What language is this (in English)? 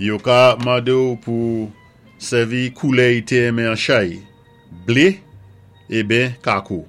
Saint Lucian Creole French